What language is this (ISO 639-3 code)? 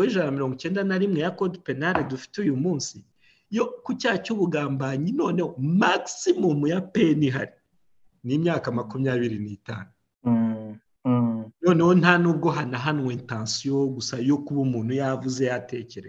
kin